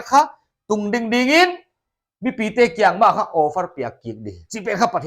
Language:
Paite Chin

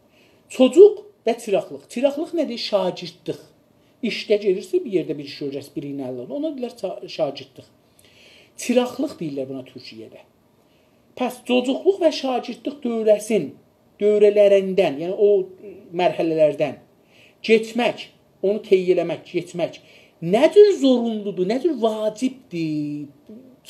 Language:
South Azerbaijani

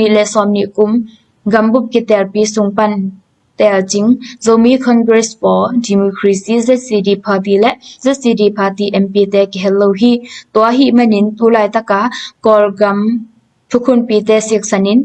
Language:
Tedim Chin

